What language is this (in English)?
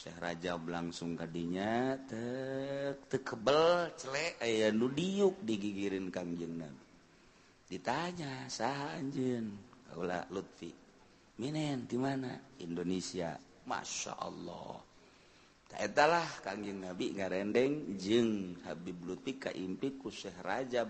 Sundanese